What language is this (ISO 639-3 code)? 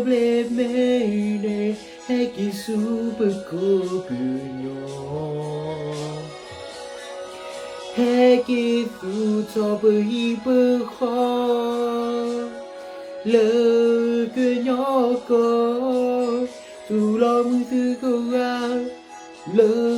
ksw